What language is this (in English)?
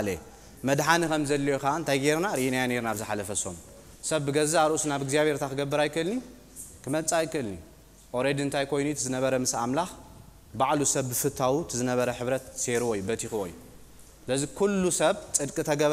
Tigrinya